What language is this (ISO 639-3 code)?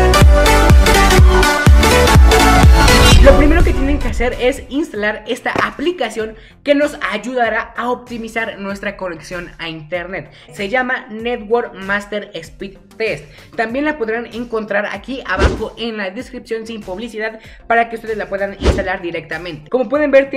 spa